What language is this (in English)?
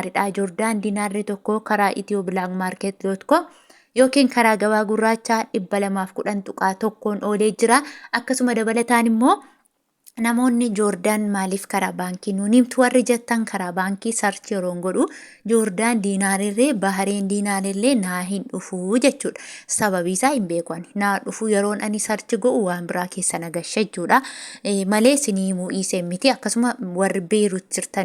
Oromo